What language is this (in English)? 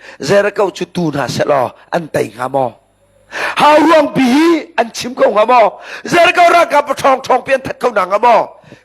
Hakha Chin